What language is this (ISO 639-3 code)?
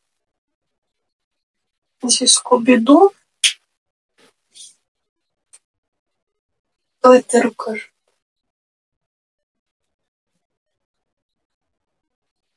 ukr